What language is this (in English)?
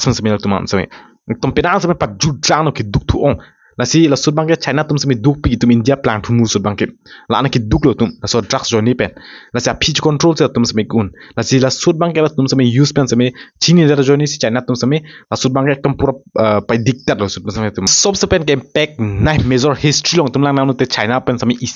Karbi